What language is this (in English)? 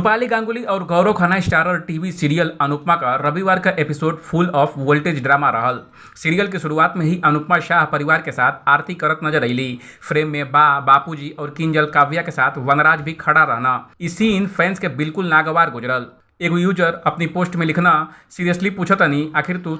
Bhojpuri